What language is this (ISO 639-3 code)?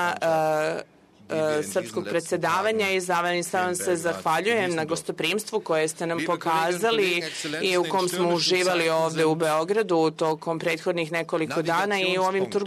srp